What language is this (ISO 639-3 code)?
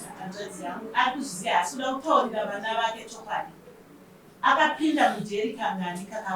sna